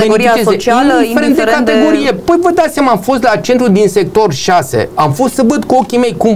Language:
Romanian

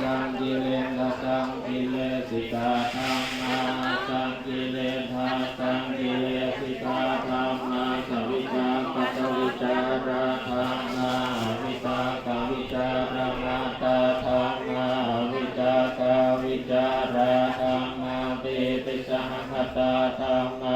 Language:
Pali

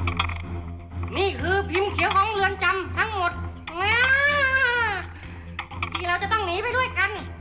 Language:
Thai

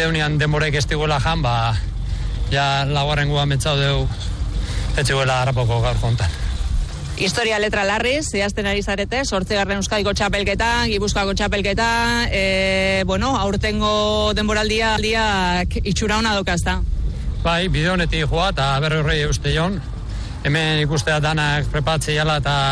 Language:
Basque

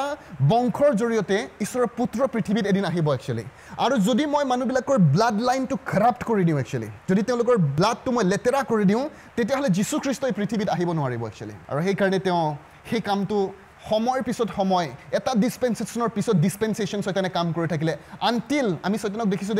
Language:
Assamese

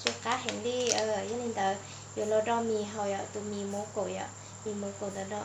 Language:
Hmong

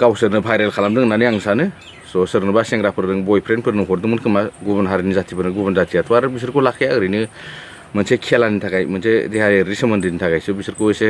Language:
Bodo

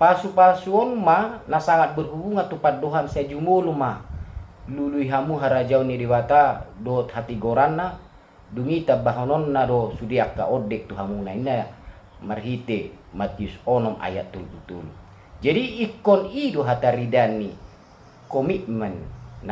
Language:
Batak Toba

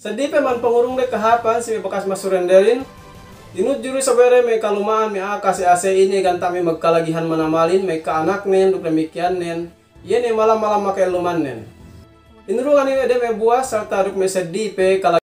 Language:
Yakan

